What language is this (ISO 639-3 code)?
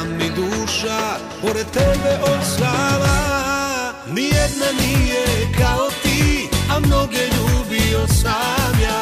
srp